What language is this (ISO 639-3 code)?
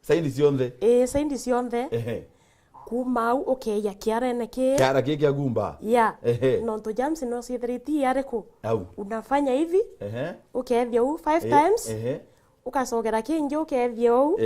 mer